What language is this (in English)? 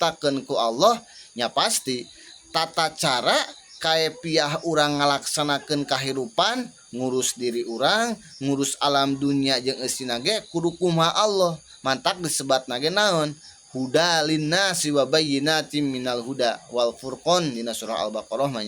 Sundanese